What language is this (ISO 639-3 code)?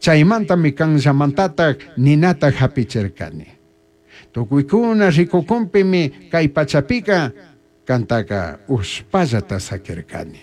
qug